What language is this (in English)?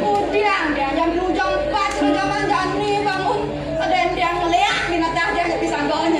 Balinese